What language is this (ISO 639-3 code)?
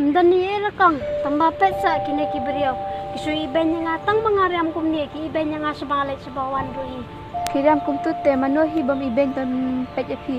kha